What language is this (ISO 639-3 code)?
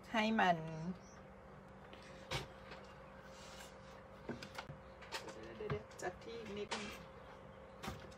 tha